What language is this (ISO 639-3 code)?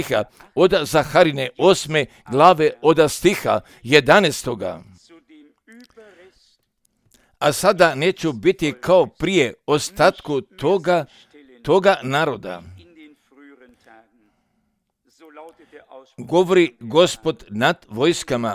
hrv